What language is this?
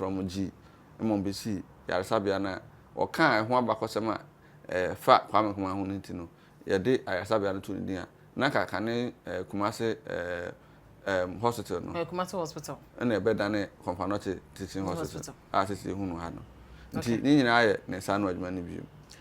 Akan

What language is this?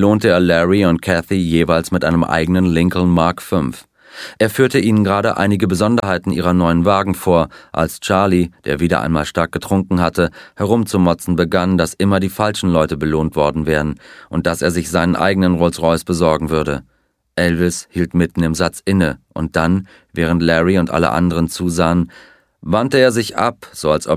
German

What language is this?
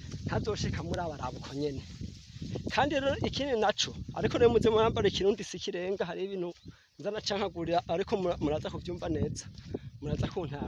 Rundi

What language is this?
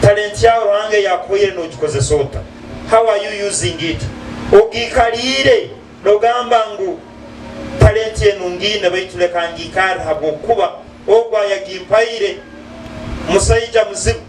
Nyankole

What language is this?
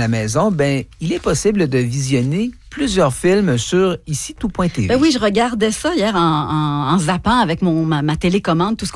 French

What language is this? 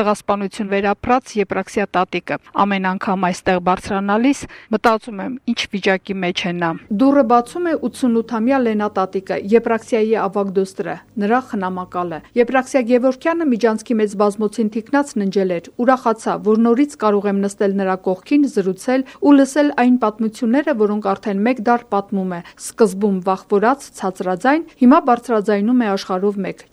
Armenian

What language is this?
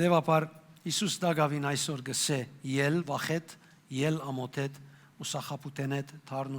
Western Armenian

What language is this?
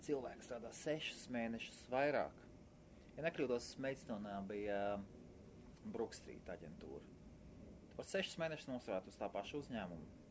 Latvian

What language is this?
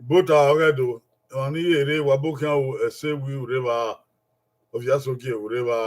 Bini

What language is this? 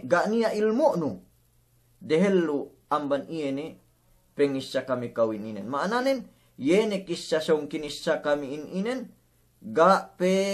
Yakan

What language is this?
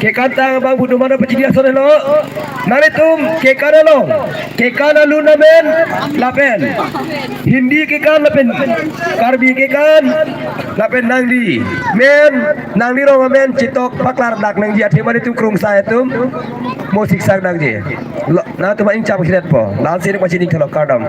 Karbi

